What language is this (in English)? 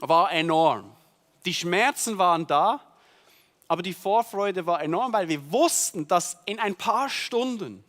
Swiss German